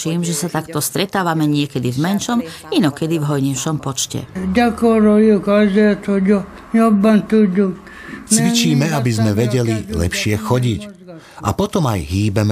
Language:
Slovak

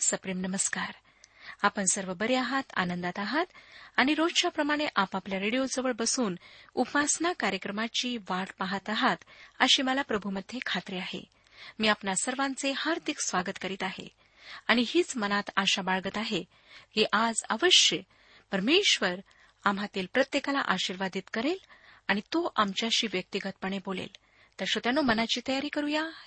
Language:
Marathi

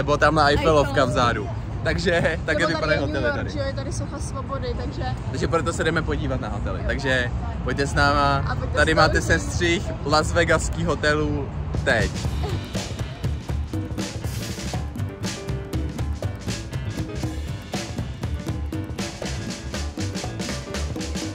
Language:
Czech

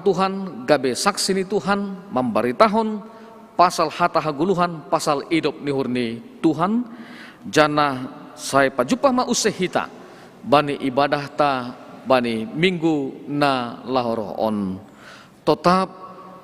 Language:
Batak Simalungun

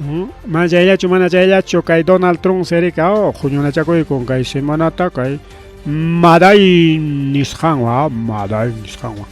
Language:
Ayacucho Quechua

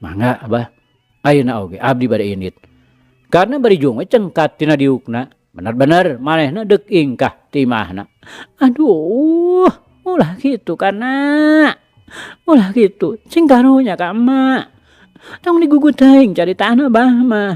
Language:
Sundanese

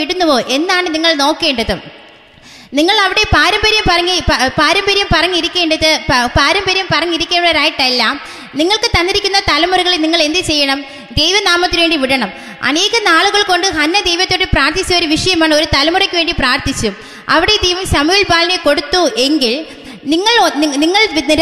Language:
Malayalam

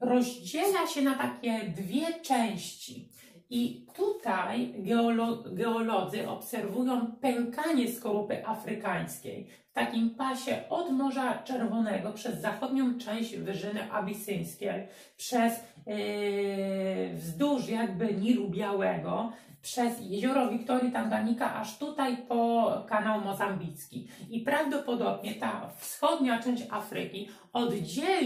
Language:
Polish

